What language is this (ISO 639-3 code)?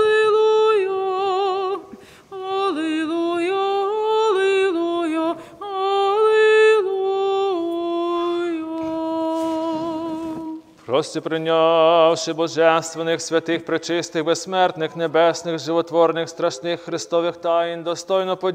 ukr